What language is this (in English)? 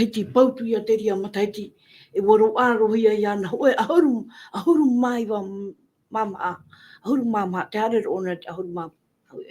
Tahitian